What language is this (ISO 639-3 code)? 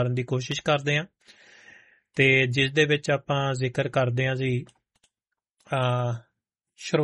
pan